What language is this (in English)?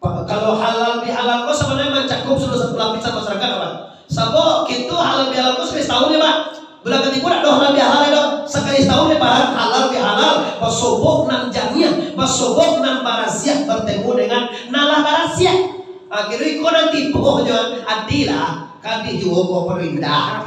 Minangkabau